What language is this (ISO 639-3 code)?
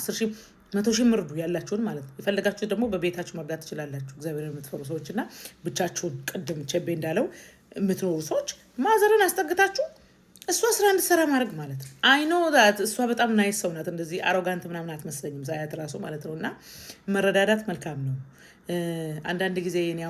amh